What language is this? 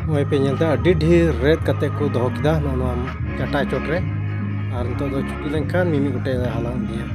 Santali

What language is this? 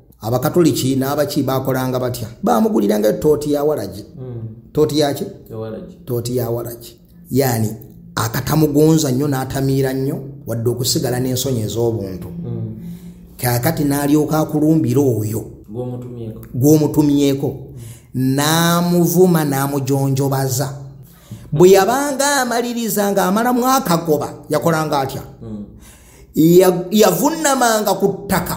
Ganda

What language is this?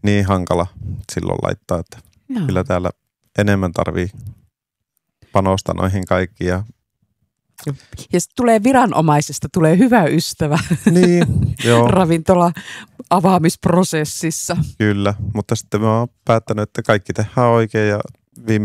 Finnish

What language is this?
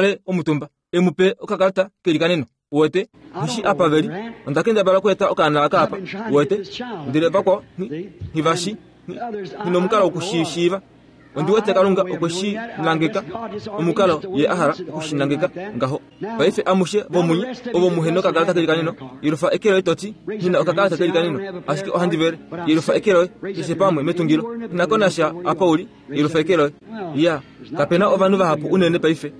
Kuanyama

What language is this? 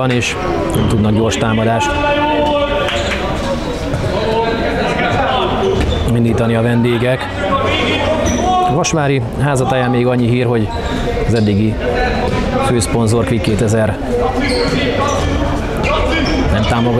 Hungarian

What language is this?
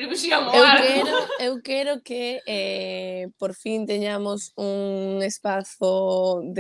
Galician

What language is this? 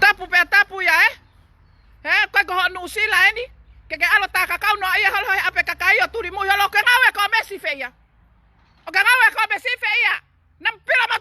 Tongan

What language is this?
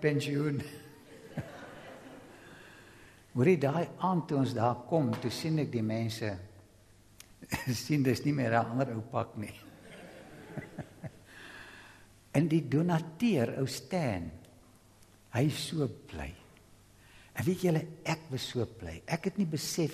Afrikaans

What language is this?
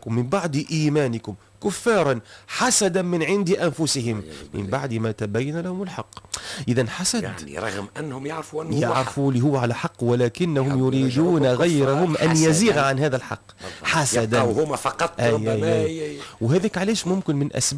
Tunisian Arabic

